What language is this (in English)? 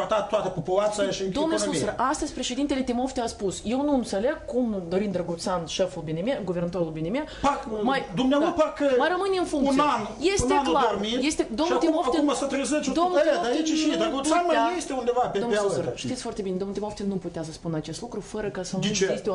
Romanian